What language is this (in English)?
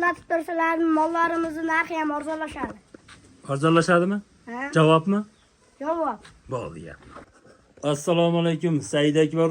Uzbek